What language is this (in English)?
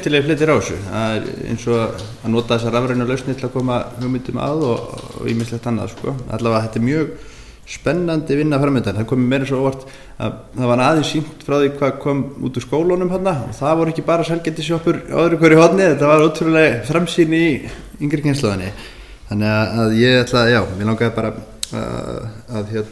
Icelandic